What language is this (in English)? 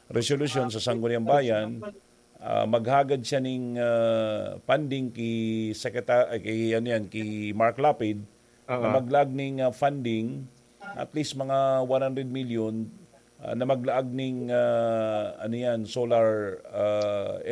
Bikol